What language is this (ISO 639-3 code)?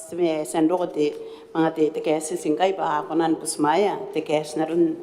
gil